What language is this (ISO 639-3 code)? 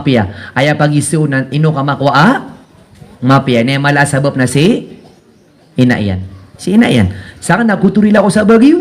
mrw